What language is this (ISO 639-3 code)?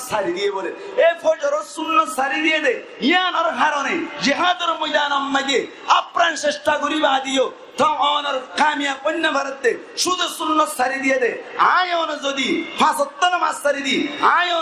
rhg